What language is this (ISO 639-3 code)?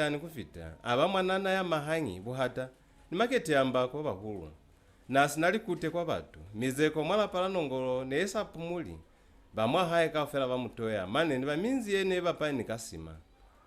loz